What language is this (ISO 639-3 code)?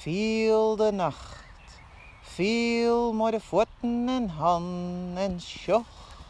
fry